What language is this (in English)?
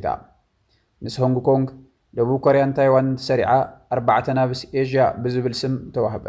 Tigrinya